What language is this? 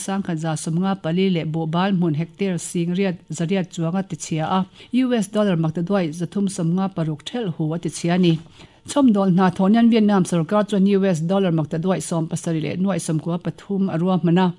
Mizo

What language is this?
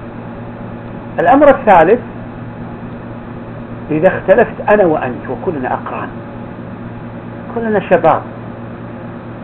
Arabic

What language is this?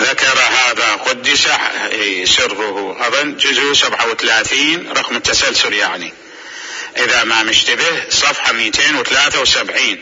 Mesopotamian Arabic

